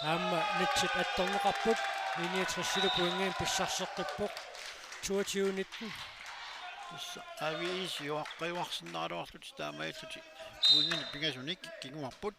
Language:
Kalaallisut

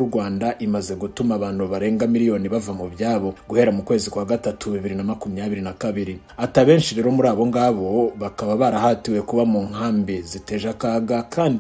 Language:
Kinyarwanda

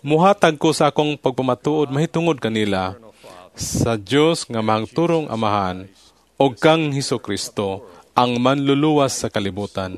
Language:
Cebuano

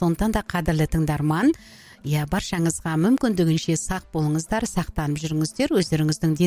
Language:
Kazakh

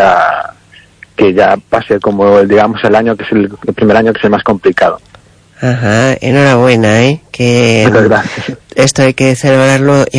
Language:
Spanish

